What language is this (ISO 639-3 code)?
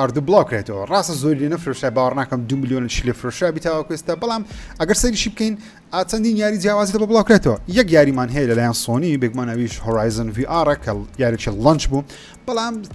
ckb